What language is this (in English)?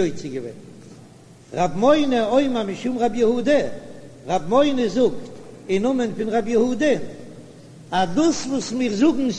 Yiddish